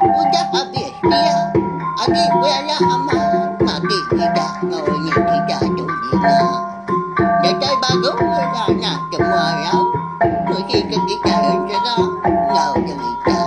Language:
Iban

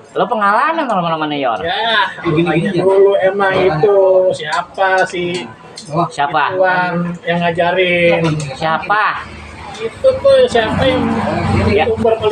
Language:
Betawi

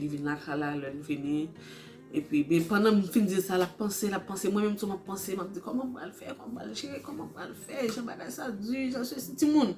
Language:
Haitian Creole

